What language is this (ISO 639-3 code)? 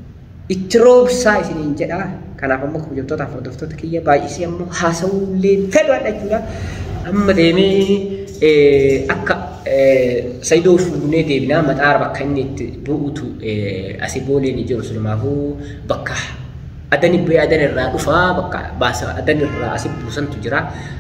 orm